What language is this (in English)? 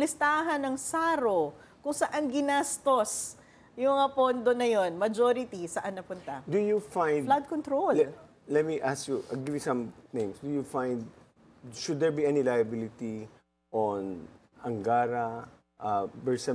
Filipino